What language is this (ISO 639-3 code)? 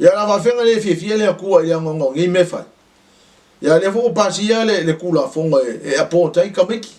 smo